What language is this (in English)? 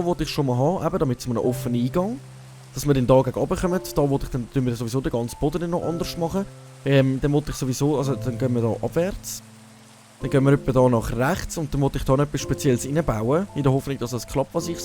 Swiss German